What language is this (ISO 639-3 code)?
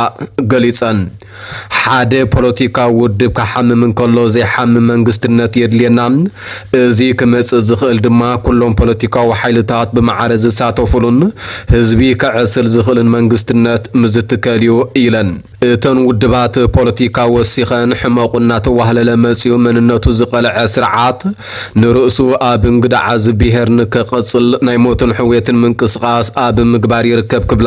tir